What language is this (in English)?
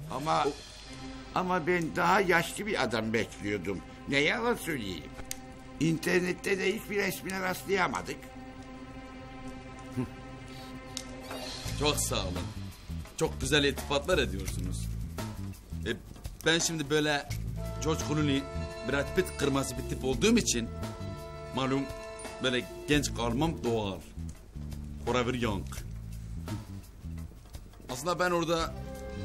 Turkish